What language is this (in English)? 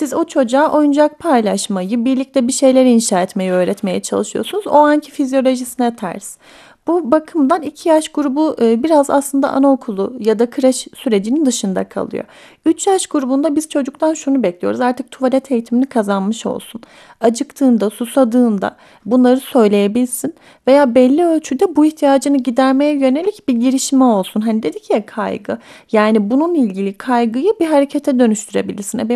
Turkish